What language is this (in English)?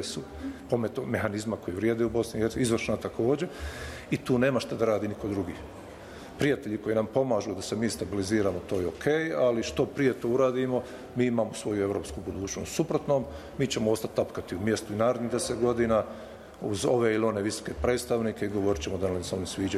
Bosnian